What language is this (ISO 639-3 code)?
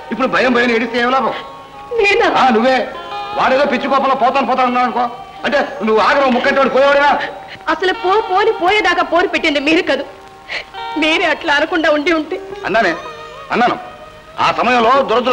tel